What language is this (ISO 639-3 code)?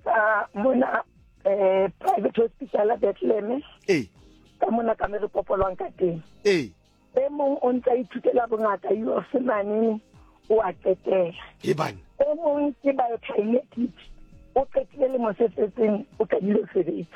sot